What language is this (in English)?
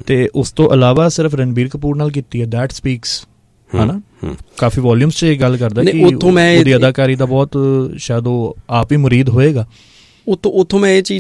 Punjabi